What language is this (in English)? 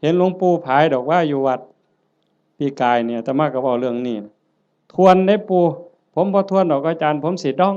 Northeastern Thai